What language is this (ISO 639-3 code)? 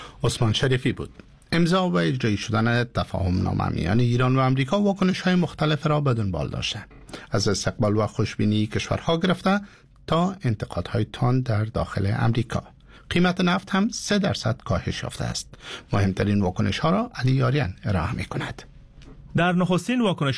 fas